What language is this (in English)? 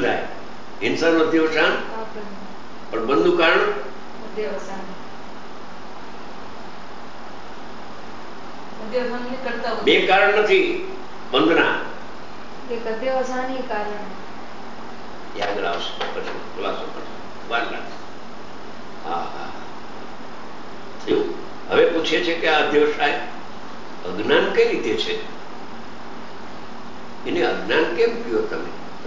Gujarati